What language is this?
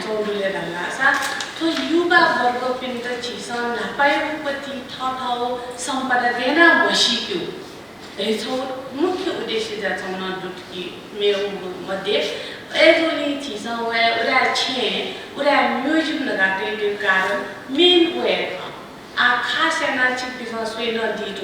Newari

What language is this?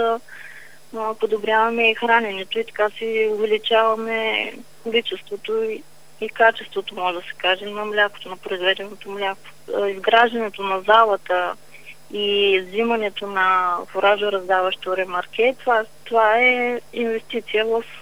Bulgarian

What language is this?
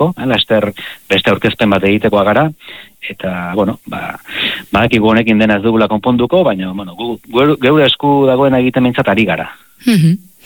Basque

